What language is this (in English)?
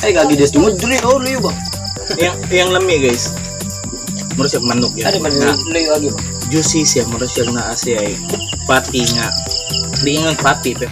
Cebuano